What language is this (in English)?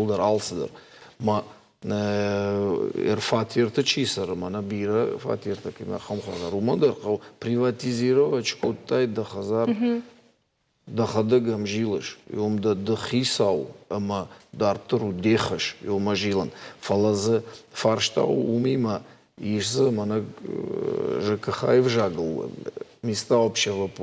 Ossetic